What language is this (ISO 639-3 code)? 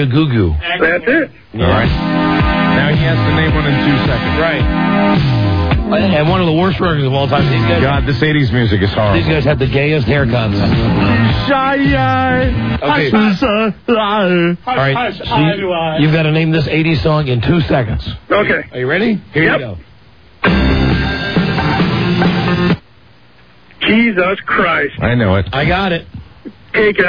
eng